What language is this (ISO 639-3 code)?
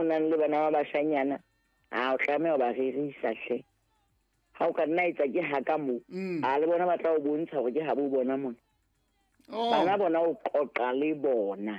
sot